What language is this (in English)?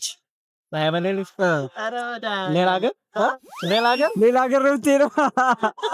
Amharic